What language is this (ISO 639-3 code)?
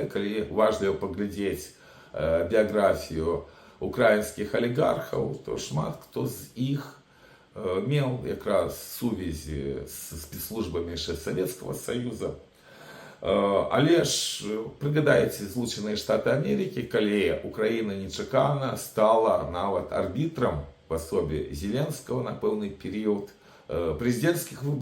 bel